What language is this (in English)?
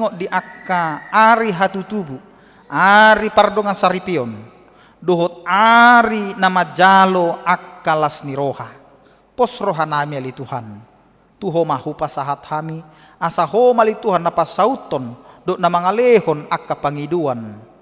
Batak Toba